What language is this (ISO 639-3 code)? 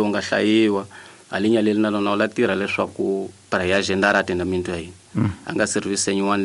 tso